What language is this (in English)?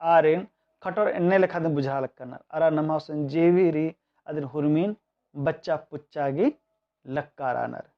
Kurukh